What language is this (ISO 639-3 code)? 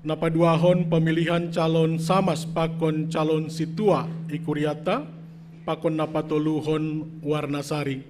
bts